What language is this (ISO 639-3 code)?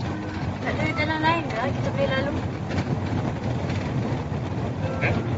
msa